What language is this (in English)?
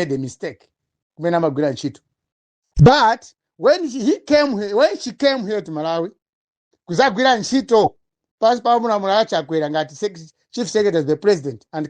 Nyanja